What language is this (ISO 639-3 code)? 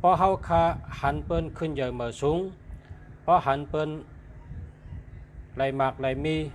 shn